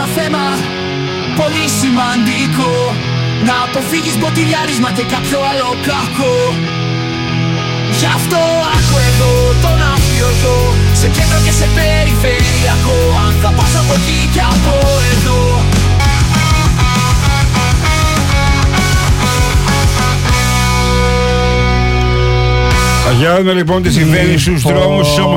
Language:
Greek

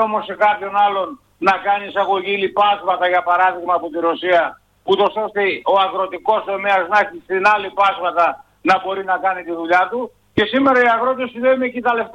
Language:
Greek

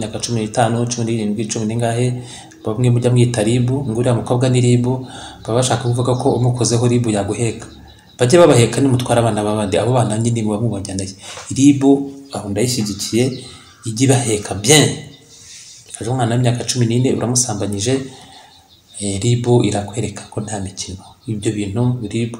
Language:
Kinyarwanda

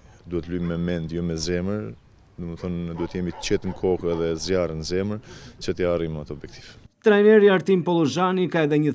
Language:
Albanian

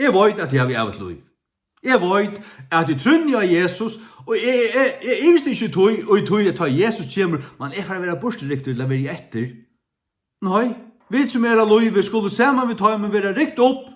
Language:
Faroese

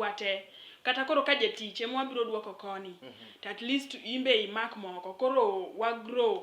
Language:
Luo (Kenya and Tanzania)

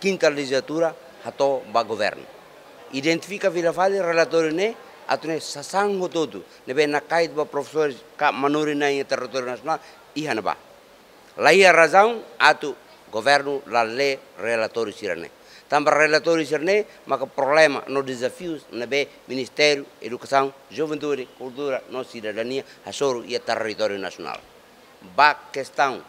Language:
Tetum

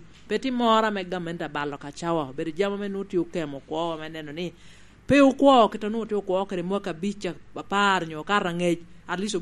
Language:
Lango (Uganda)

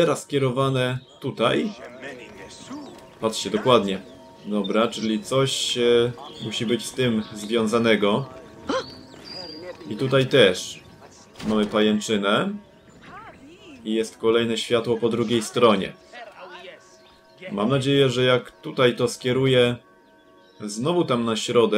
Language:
Polish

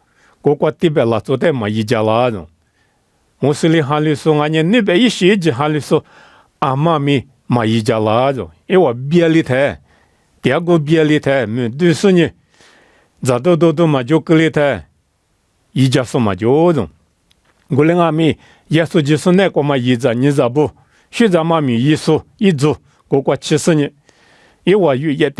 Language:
Lisu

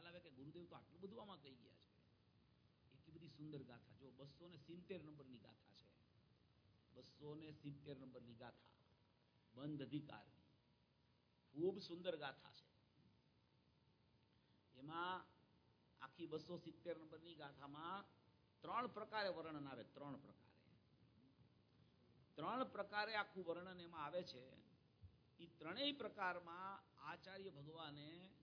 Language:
Gujarati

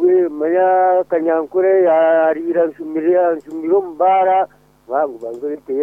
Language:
Nyankole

